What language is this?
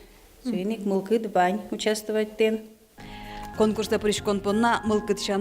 Udmurt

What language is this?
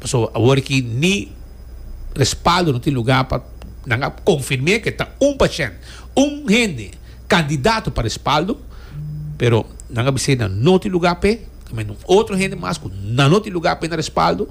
Papiamento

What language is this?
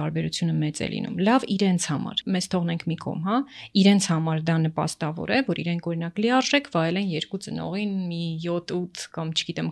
Armenian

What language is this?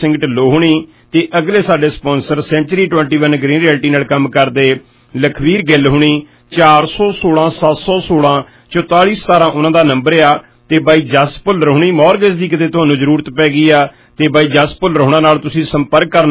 Punjabi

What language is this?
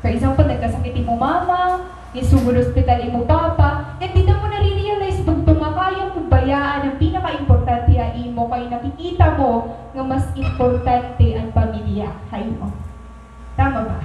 Waray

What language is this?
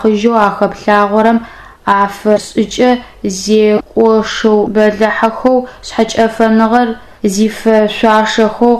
Adyghe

